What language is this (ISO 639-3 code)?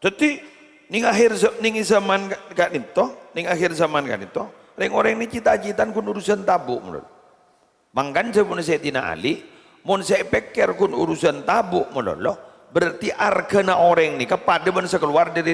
mad